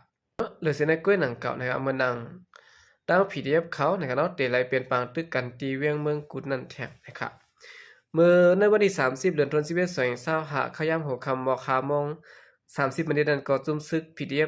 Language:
Shan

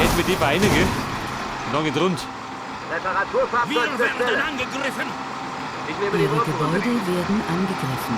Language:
Bavarian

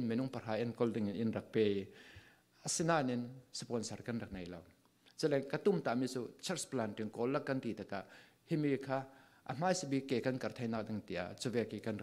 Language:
Falam Chin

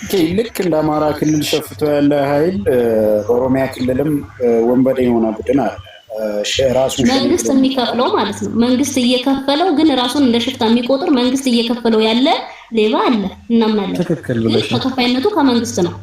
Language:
Amharic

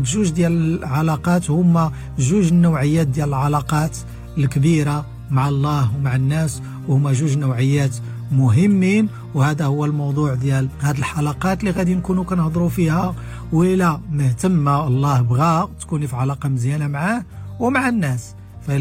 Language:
Moroccan Arabic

